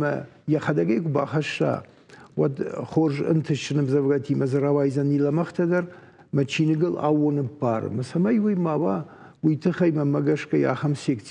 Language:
Ossetic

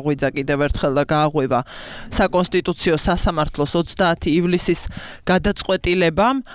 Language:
Georgian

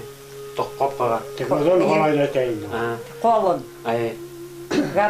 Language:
Bashkir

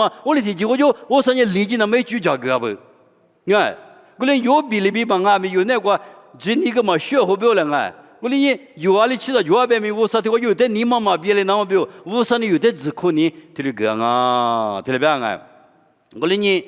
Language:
Lisu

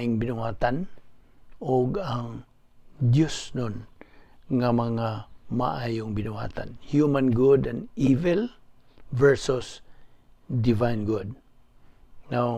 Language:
Cebuano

